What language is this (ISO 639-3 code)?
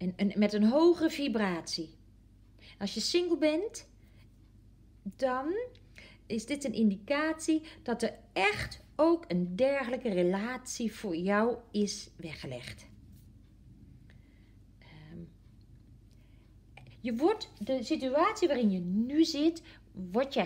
nld